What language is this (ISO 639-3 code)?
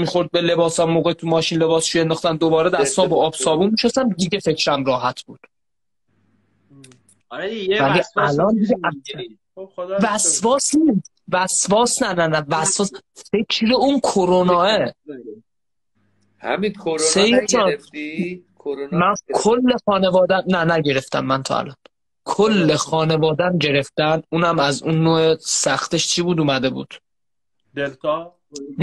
fas